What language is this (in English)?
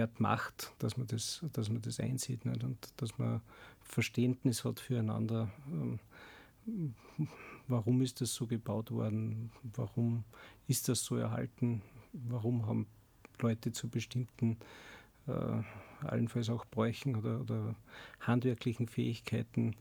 German